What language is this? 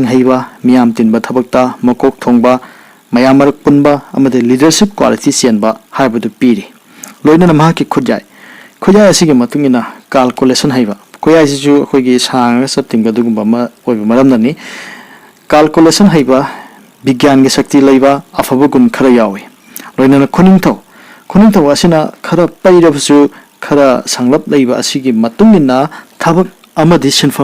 Manipuri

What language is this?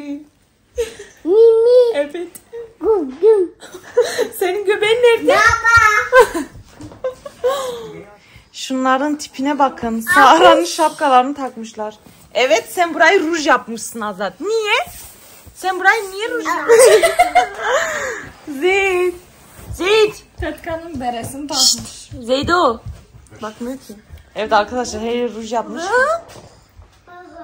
Turkish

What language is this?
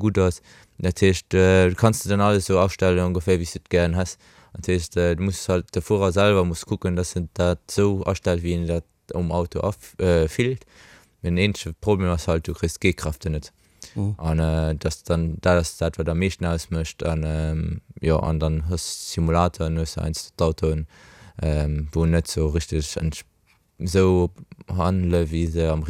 Luxembourgish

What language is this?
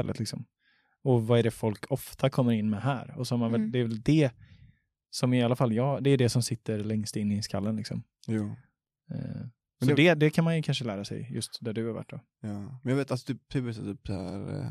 Swedish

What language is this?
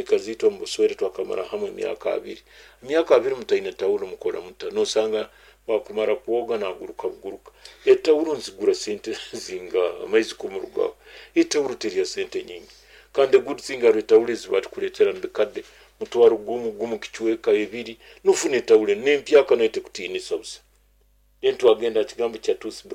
Nyoro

